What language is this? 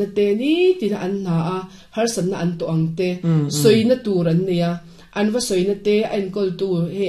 Mizo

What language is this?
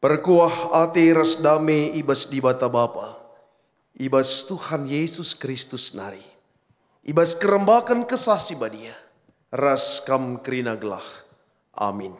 Batak Karo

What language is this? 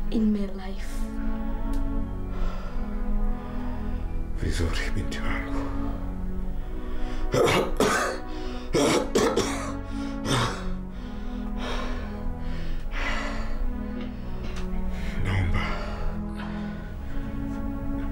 Swahili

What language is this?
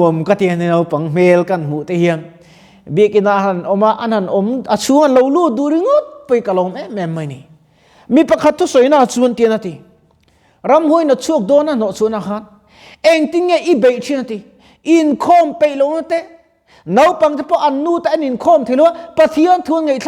Mizo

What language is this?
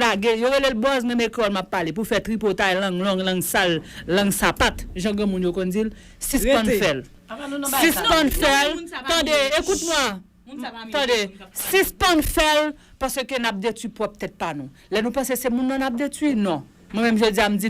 Haitian Creole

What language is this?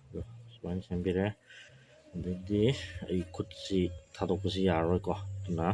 Manipuri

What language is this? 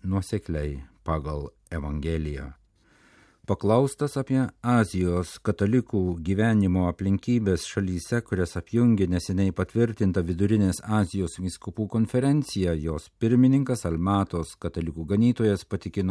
Lithuanian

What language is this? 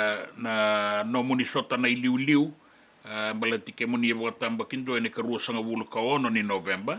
Fijian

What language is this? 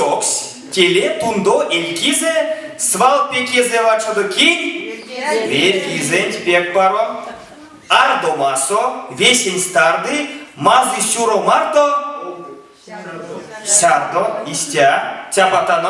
Erzya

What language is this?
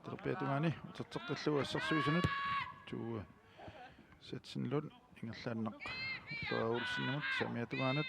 Kalaallisut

